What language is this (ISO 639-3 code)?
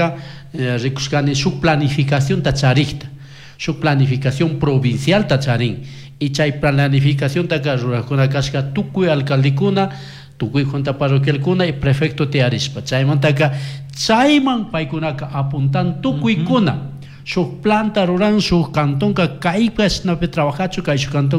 qug